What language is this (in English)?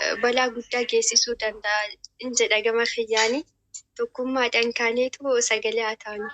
Oromo